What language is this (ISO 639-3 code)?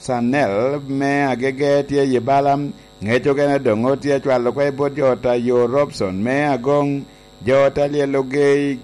laj